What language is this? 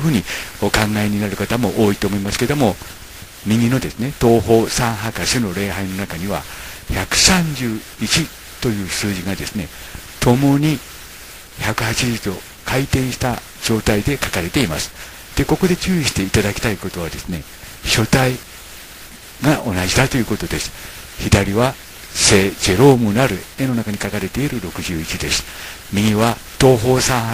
Japanese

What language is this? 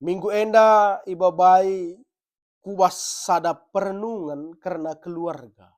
Batak Karo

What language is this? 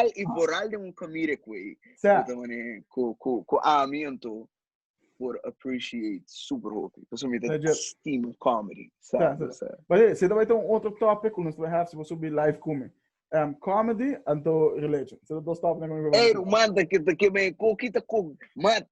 Papiamento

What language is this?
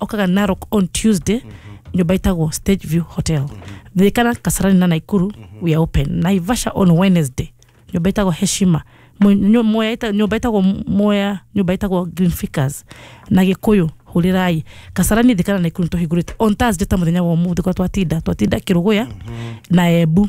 Kikuyu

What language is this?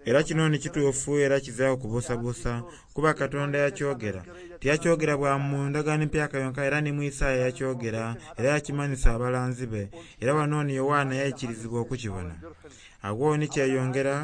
Soga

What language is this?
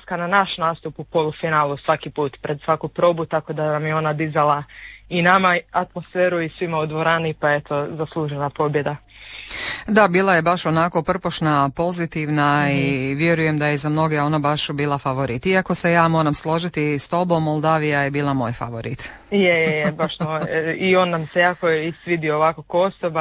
Croatian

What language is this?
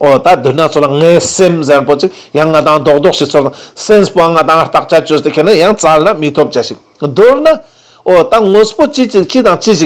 Ladakhi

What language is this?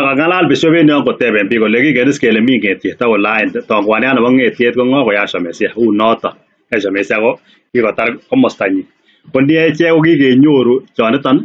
Kalenjin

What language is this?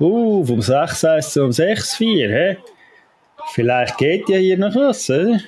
Swiss German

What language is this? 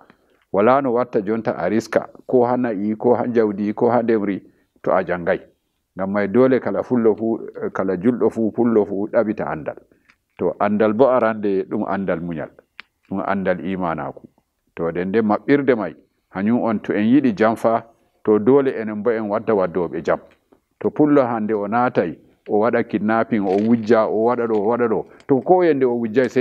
Fula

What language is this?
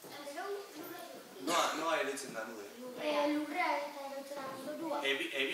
Basque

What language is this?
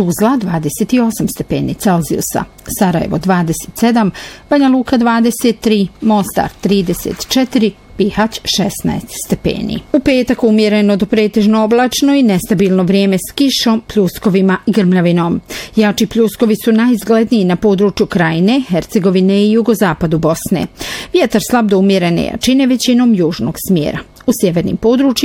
Bosnian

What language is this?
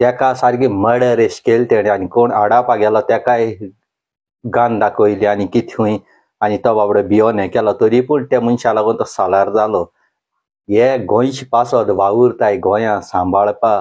Konkani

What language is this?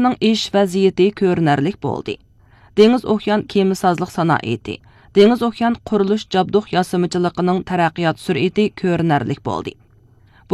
Uyghur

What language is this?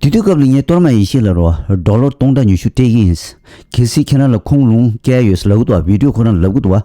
Tibetan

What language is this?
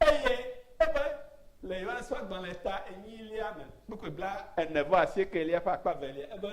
Ewe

